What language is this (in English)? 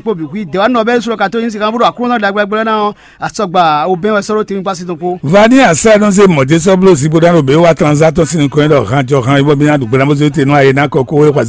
Fon